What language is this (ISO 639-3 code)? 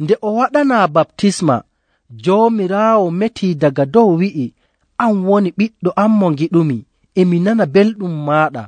fuv